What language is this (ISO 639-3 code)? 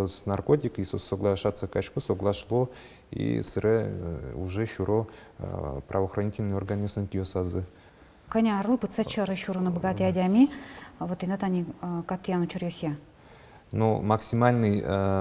udm